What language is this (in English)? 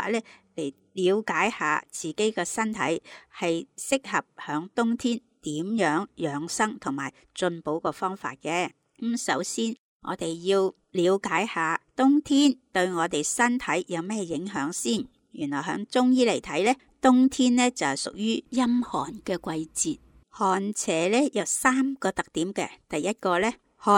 Cantonese